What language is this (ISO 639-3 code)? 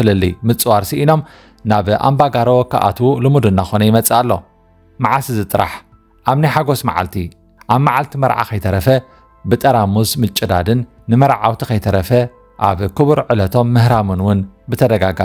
tir